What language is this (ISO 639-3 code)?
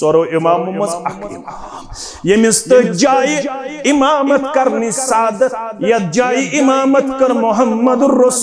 kas